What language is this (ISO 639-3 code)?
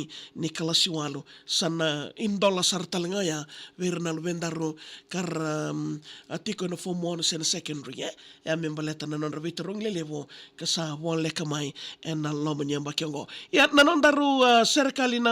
fij